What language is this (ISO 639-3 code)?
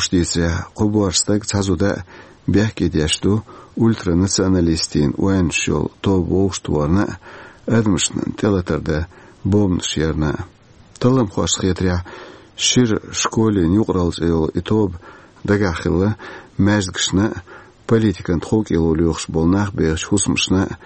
che